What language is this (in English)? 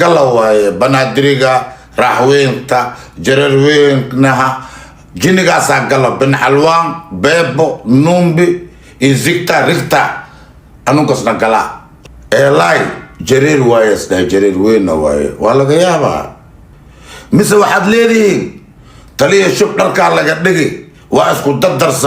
Somali